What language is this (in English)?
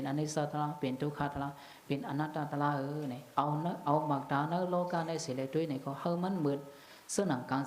Shan